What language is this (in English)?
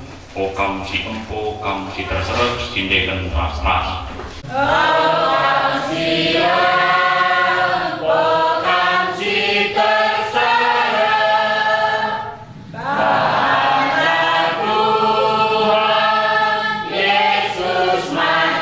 Batak Karo